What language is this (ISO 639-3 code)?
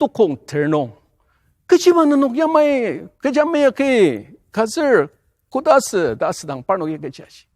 njo